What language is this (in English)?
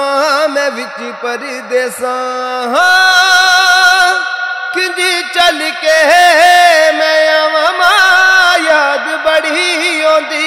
Punjabi